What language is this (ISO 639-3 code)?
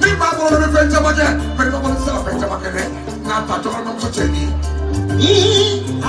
bam